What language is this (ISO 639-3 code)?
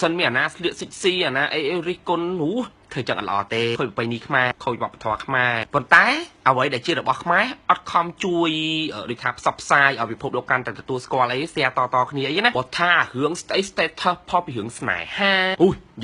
khm